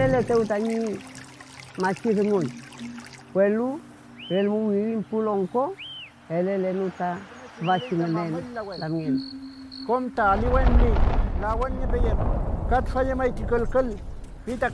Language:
Mapuche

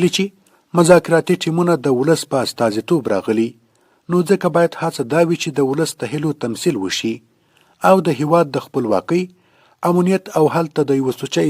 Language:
Pashto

